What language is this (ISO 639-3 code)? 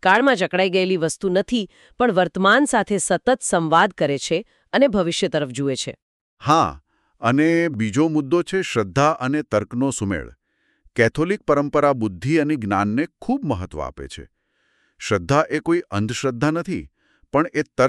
guj